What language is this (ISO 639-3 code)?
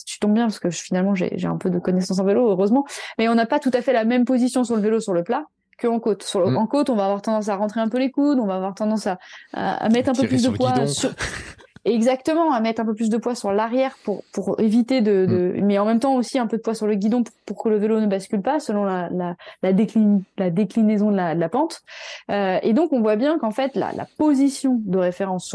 fra